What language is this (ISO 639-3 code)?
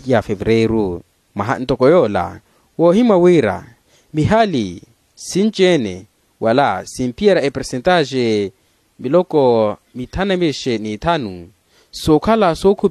vmw